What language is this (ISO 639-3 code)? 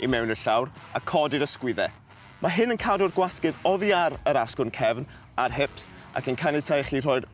cym